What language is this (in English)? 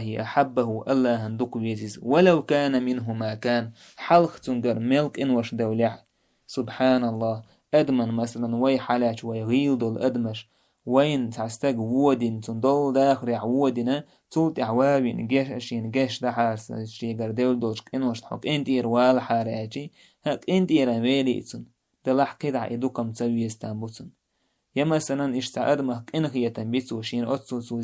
Chechen